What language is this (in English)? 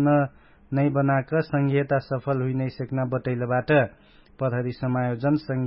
Dangaura Tharu